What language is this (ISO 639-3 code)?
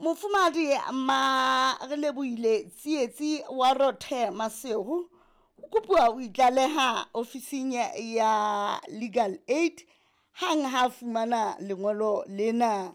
sot